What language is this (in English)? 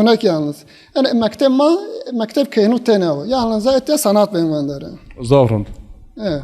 Zaza